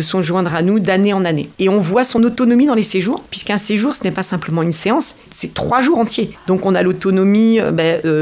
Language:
French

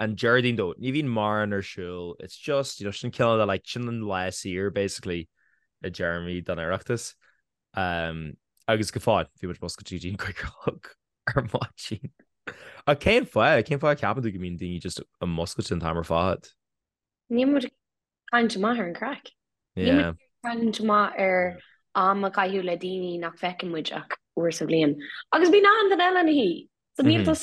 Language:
Irish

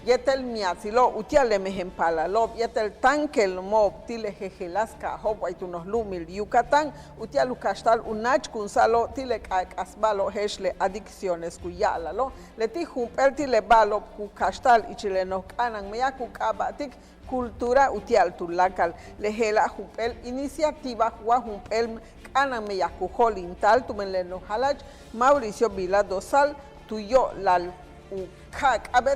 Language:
Yucateco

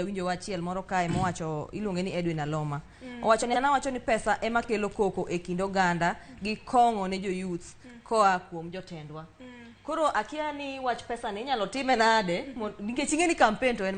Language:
Luo (Kenya and Tanzania)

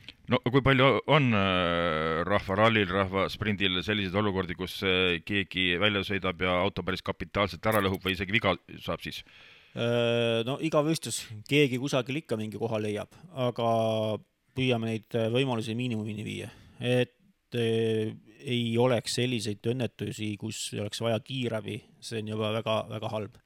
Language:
Estonian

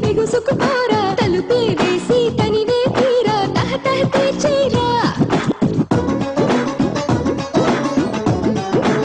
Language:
Telugu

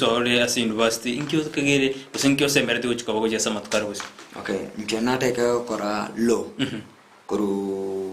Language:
Gusii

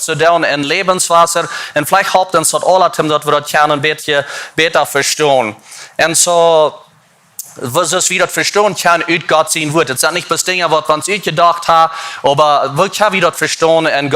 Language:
Plautdietsch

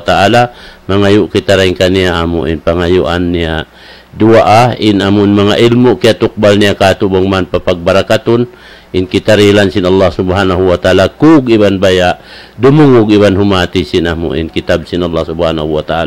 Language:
Tausug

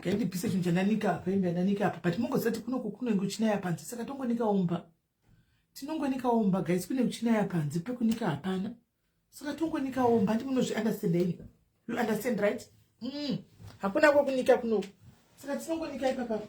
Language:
Shona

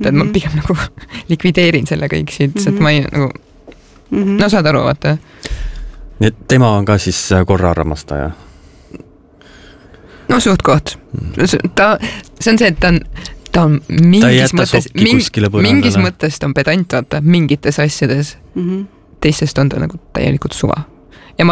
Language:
Estonian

